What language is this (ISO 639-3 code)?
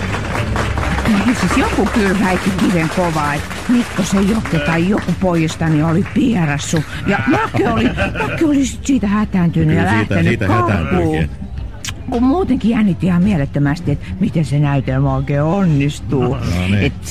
fin